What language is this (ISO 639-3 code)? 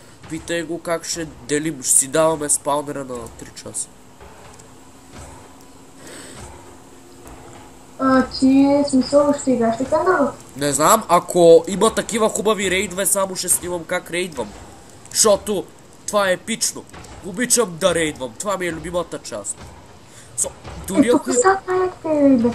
bul